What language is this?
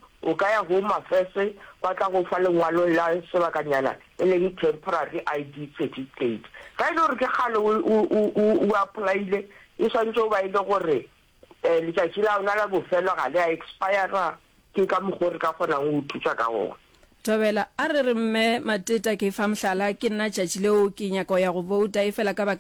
Northern Sotho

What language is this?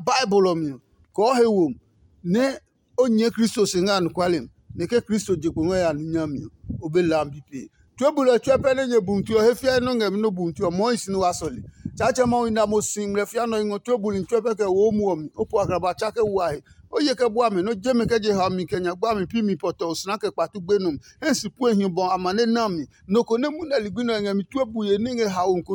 Adangme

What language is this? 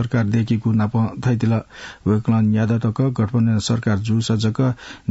Newari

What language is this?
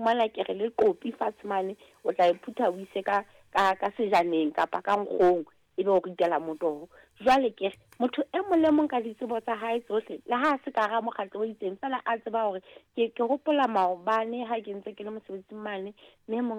Southern Sotho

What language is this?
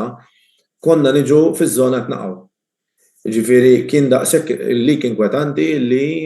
Maltese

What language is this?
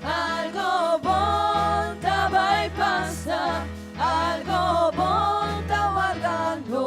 Papiamento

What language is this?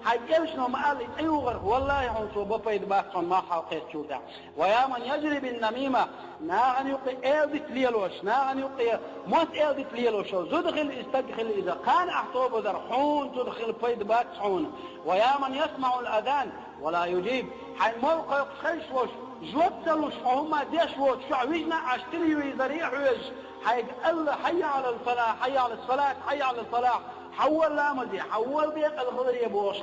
Chechen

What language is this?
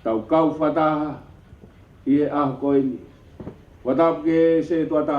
Tongan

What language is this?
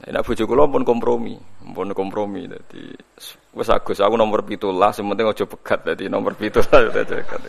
Javanese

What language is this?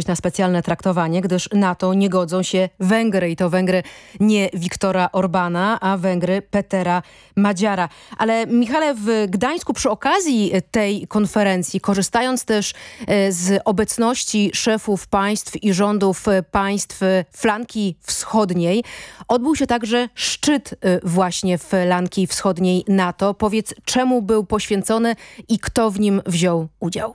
Polish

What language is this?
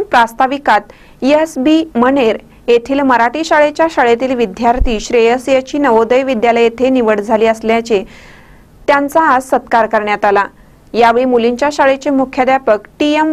Marathi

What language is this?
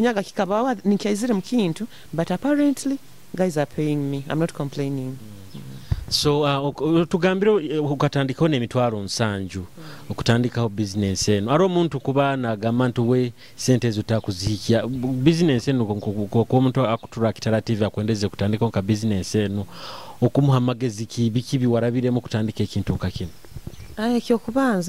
Nyoro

